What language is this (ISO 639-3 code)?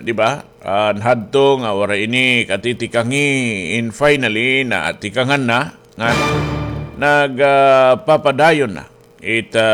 war